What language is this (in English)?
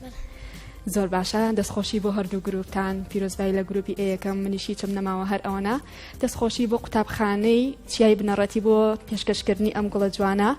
Central Kurdish